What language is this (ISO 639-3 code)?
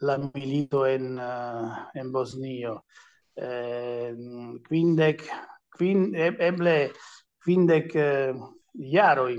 epo